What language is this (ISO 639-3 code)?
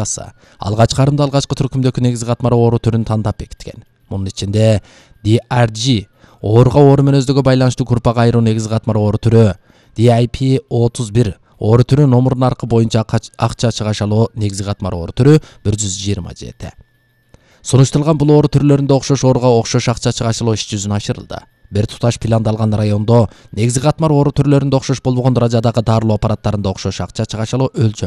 kir